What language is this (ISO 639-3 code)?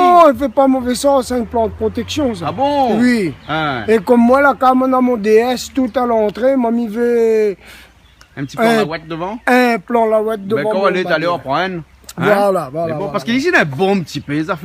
rcf